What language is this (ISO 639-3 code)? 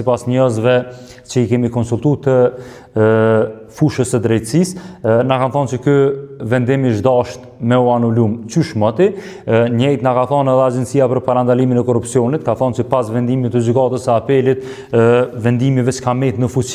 sqi